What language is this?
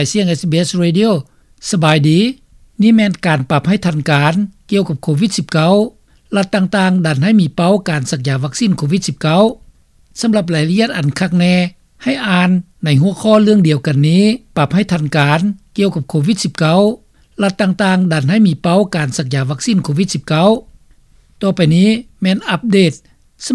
Lao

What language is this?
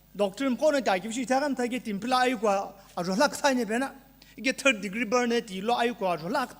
Sumi Naga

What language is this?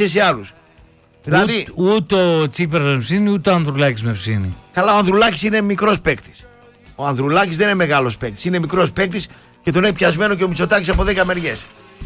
Greek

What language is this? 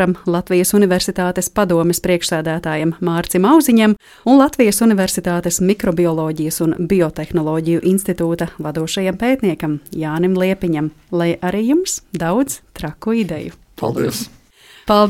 Latvian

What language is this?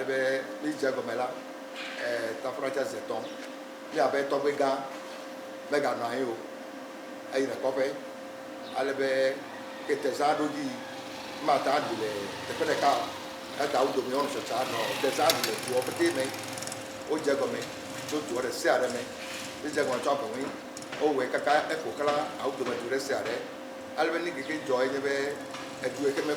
Ewe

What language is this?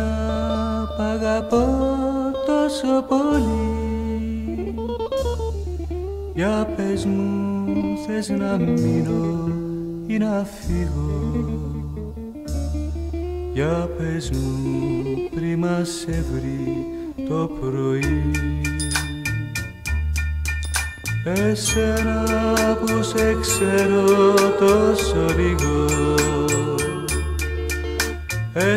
Greek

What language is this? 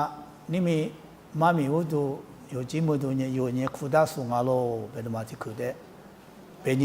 Lisu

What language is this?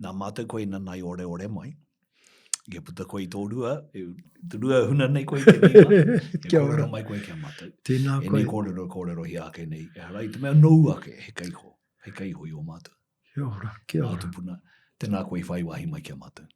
Māori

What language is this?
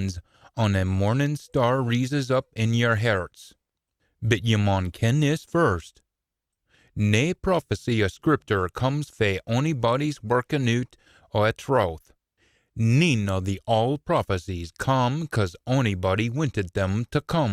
Scots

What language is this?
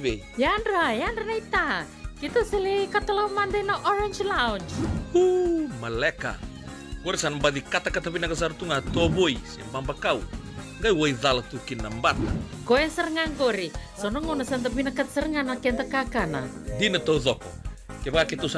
Fijian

